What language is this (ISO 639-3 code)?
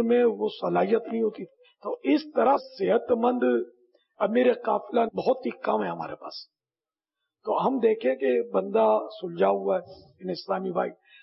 urd